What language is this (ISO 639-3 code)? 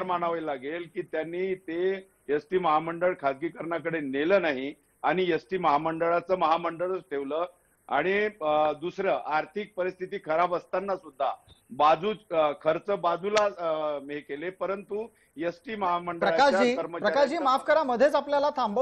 mar